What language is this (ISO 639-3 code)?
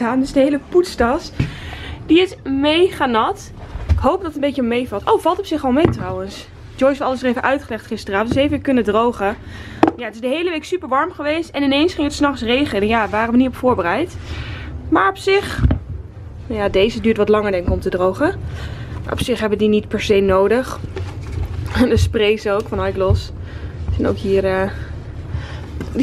nld